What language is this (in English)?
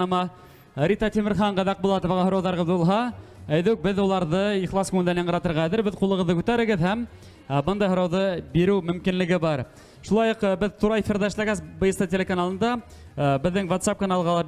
Bashkir